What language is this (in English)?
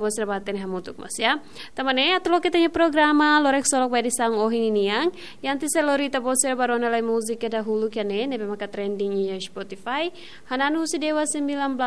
Tetum